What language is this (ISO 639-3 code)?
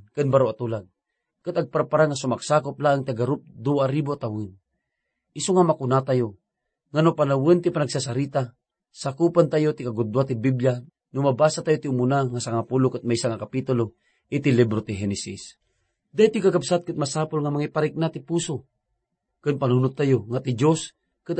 ilo